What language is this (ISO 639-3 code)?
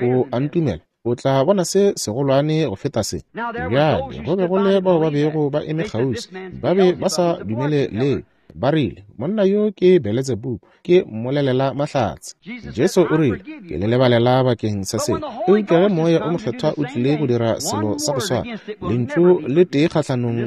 nso